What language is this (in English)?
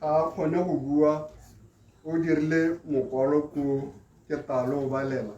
Tswana